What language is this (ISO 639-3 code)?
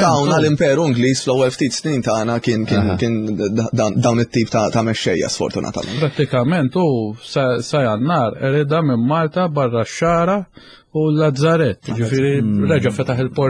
mlt